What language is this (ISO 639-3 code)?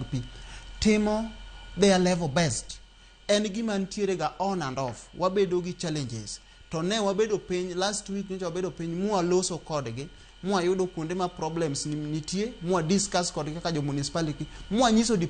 luo